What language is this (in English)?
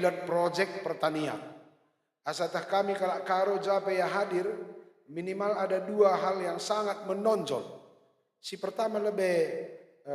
Batak Karo